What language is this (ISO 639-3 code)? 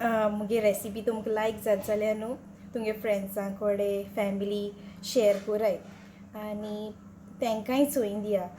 kok